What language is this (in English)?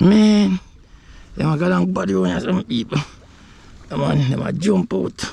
Jamaican Creole English